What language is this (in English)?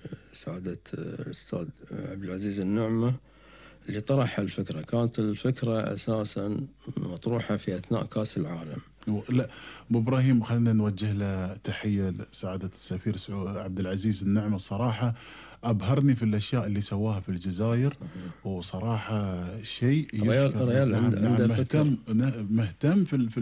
Gulf Arabic